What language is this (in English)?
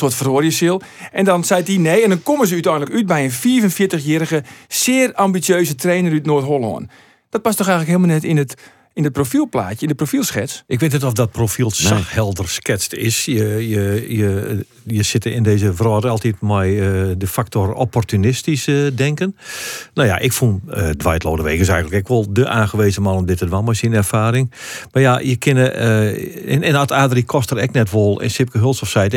Western Frisian